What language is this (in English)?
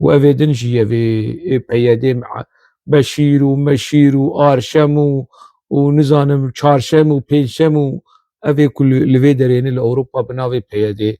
Kurdish